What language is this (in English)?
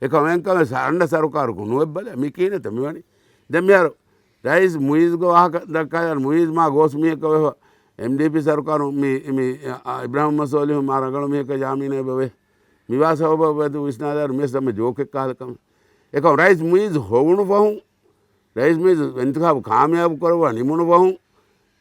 Divehi